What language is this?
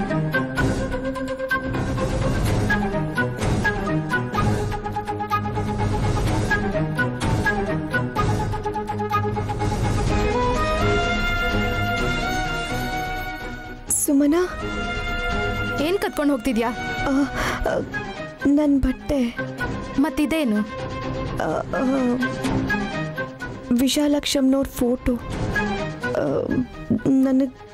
Kannada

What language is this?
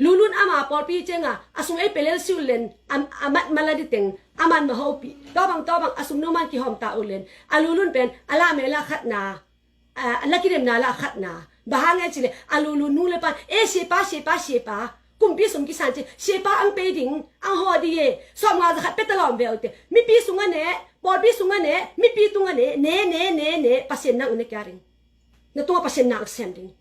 Tedim Chin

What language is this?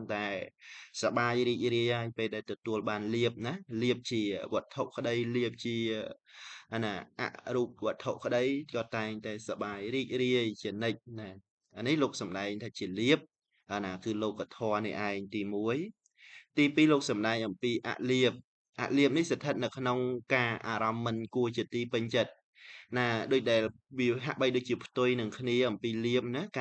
Khmer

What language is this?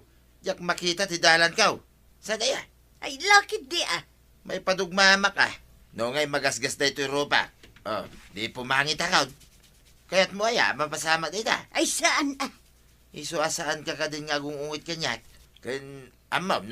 Iloko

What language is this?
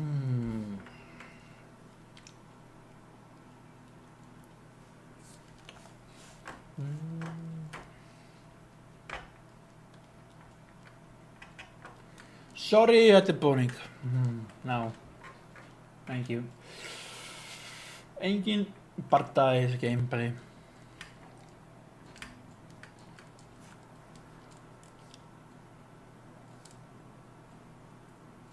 Icelandic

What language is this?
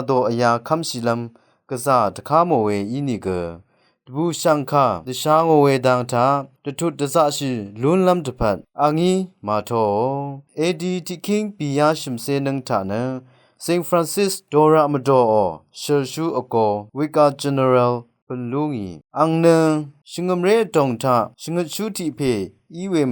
Rawang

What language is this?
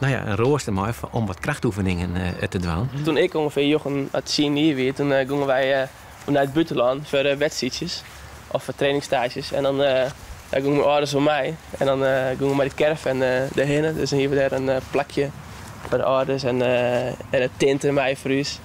Western Frisian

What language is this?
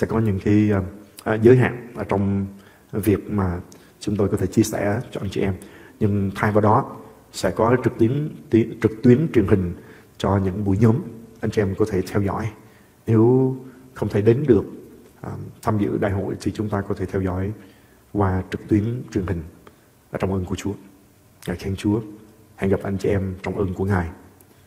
Vietnamese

